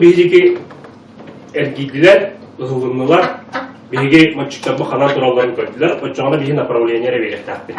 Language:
Yakut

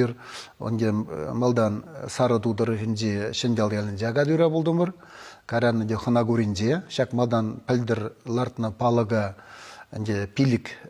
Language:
Chuvash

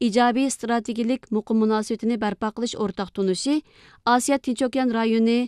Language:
Uyghur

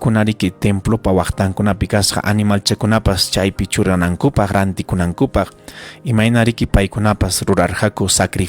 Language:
Ayacucho Quechua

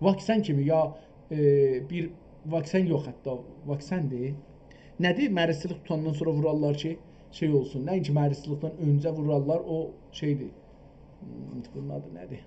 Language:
South Azerbaijani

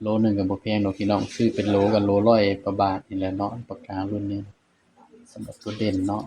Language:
Northeastern Thai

